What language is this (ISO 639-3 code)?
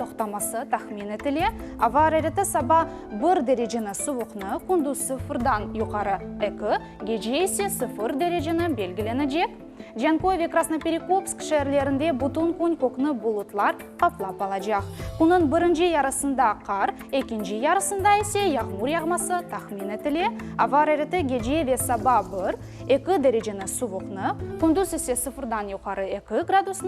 crh